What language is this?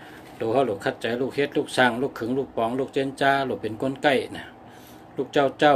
Shan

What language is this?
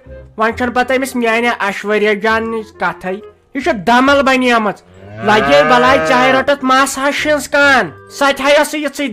Kashmiri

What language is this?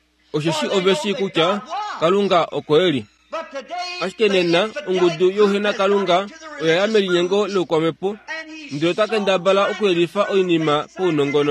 Kuanyama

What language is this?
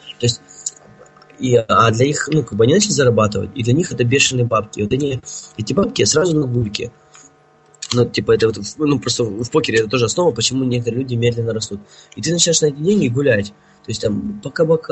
Russian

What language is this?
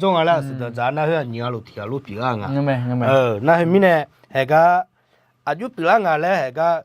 Akha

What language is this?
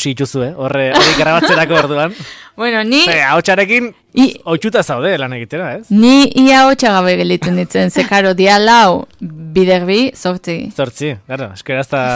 Basque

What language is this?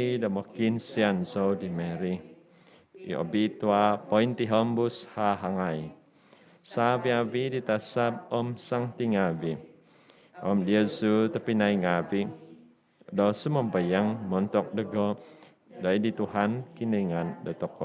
Central Dusun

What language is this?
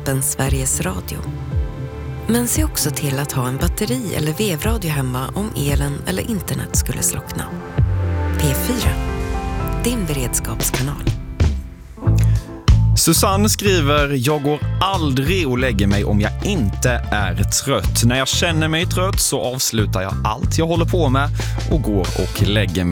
Swedish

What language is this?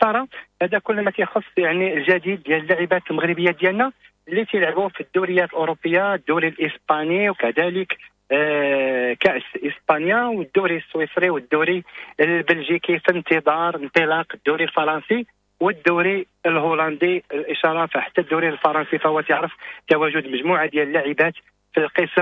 Moroccan Arabic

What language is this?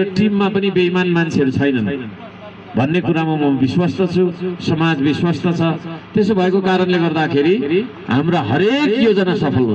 Nepali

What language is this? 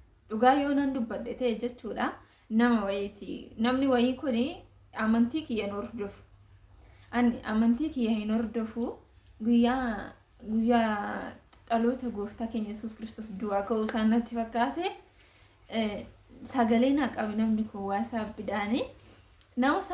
Oromo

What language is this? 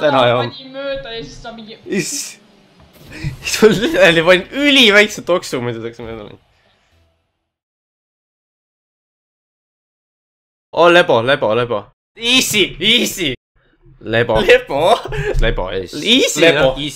Estonian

